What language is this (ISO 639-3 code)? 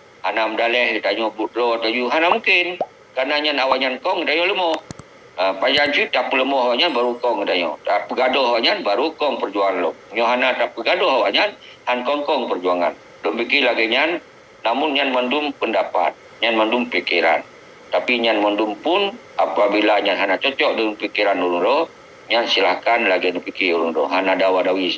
ace